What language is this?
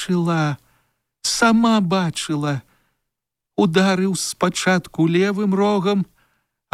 Belarusian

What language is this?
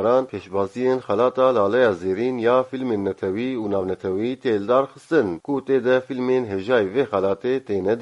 Kurdish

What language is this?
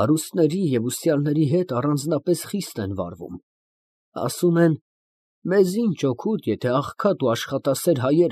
Armenian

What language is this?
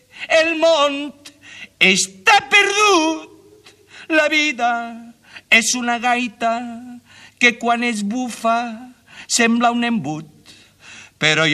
Catalan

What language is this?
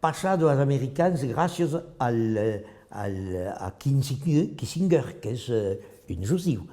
Occitan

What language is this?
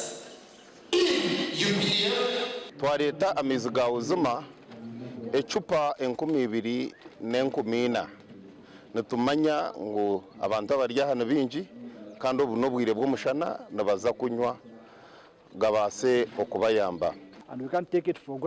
Nyankole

